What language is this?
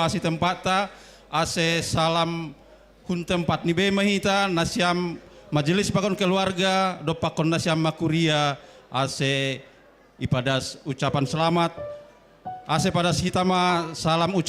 Batak Simalungun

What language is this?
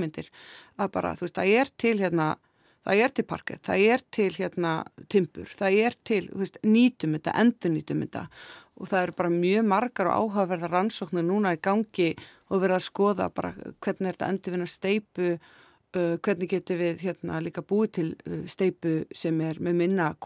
Icelandic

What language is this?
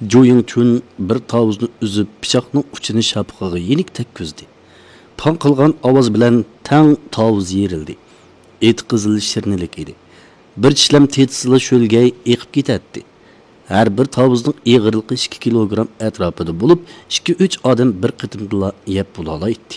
Uyghur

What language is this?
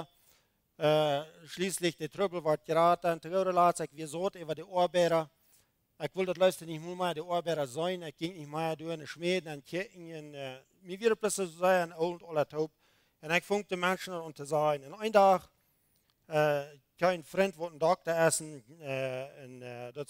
Plautdietsch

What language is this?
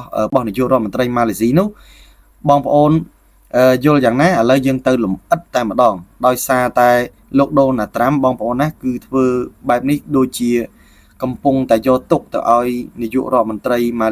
Khmer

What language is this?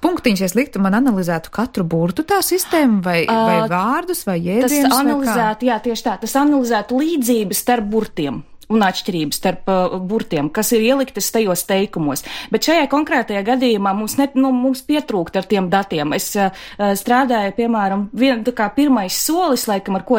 Latvian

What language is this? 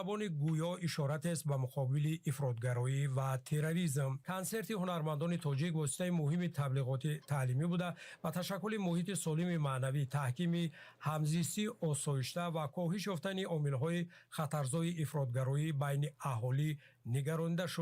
Tajik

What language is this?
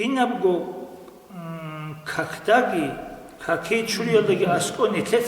Avaric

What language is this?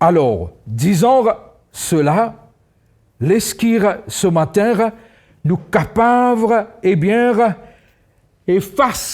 Morisyen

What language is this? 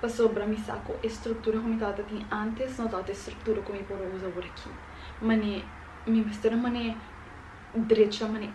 Papiamento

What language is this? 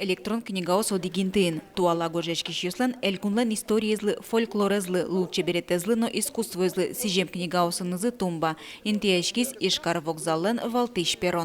Udmurt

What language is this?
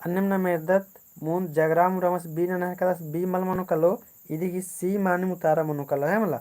Kurukh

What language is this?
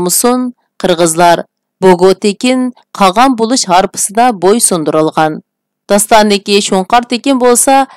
Uyghur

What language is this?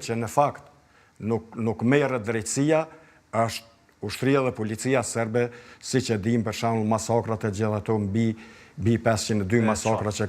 Albanian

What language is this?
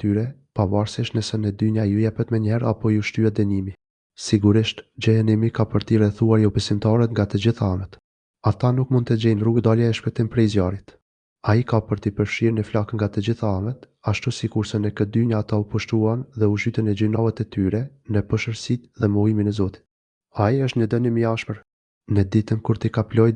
Albanian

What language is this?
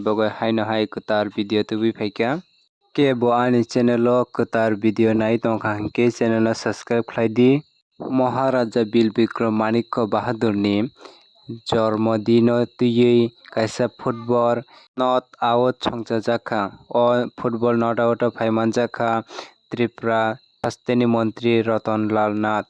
Kok Borok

